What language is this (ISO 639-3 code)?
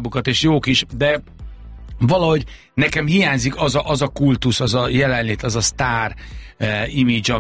hun